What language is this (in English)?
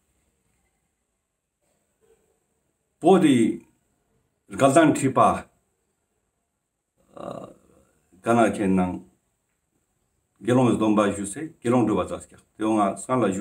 Ladakhi